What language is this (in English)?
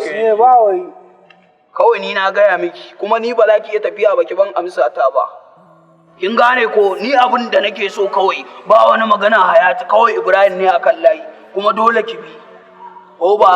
Hausa